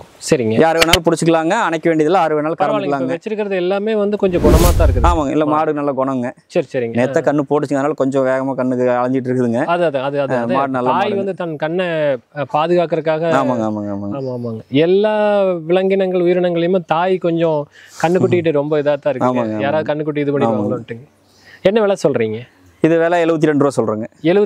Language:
Tamil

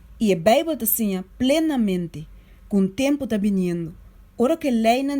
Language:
Papiamento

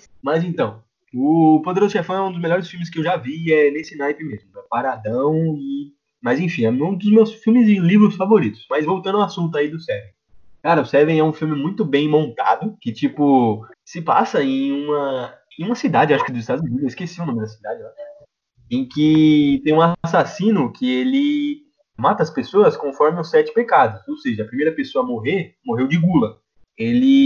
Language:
Portuguese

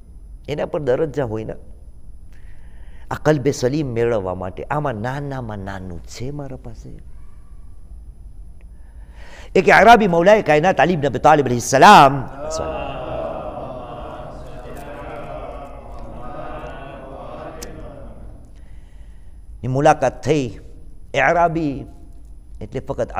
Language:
Gujarati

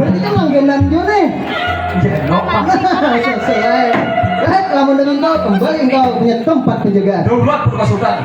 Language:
Banjar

